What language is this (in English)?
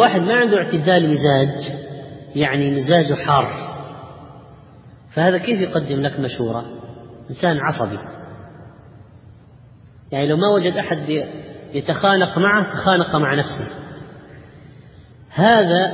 Arabic